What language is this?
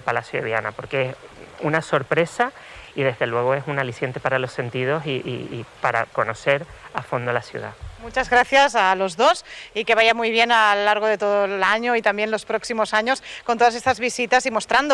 Spanish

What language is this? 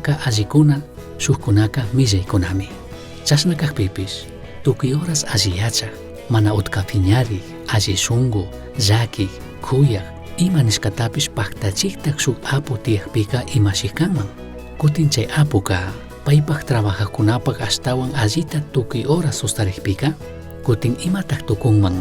Chimborazo Highland Quichua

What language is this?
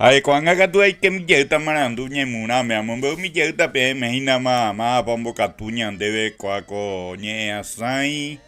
Guarani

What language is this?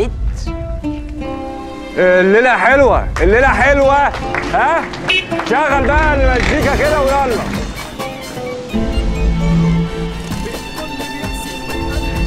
Egyptian Arabic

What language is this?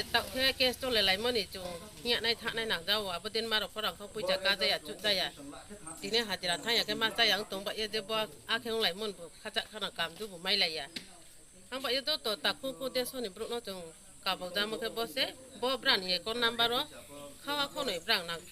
Riang (India)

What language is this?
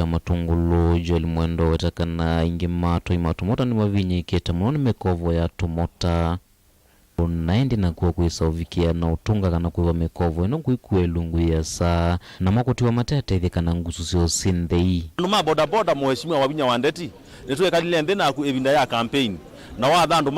Kamba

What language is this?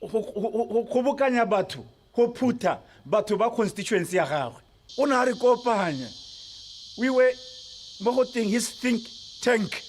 Tswana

